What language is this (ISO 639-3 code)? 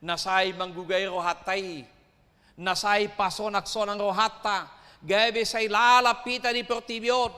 bbc